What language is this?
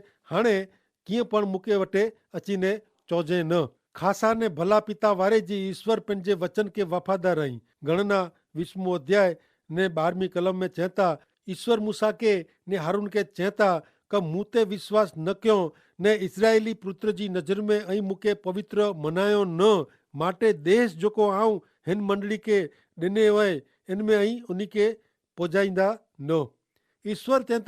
Kachhi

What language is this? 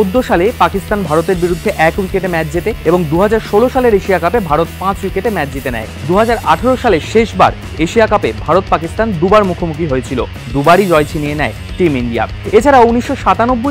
Bangla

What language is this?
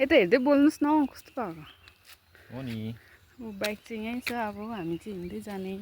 Nepali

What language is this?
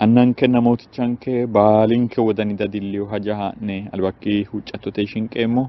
Sidamo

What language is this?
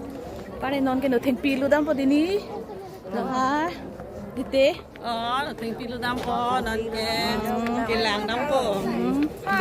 Karbi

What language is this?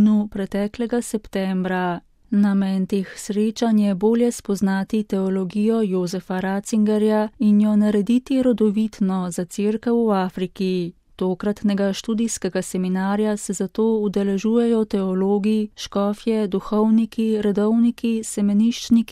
Slovenian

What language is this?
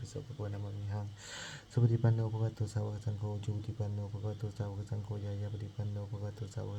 Pali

